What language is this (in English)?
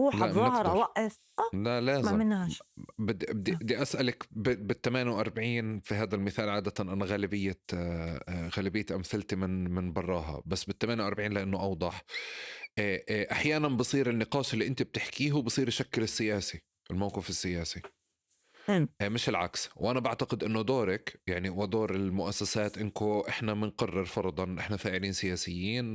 North Levantine Arabic